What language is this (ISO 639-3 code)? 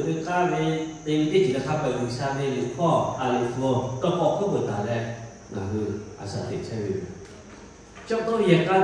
lhu